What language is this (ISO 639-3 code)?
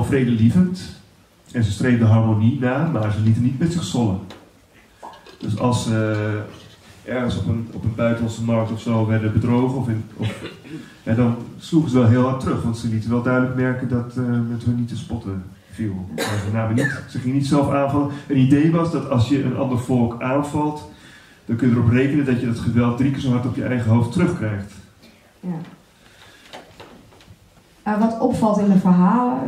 nld